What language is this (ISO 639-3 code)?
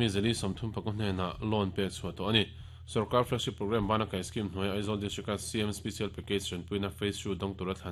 lus